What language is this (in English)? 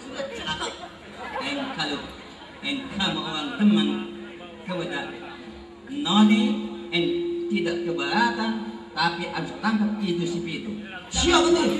Betawi